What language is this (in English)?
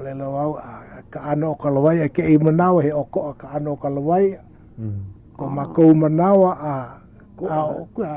Hawaiian